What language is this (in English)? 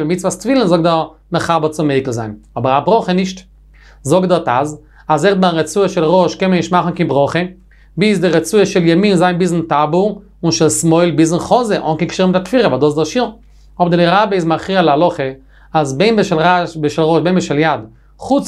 Yiddish